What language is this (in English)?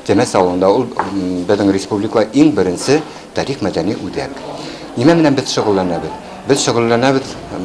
Bashkir